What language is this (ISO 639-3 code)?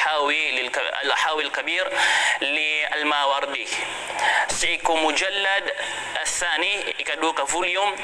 mrw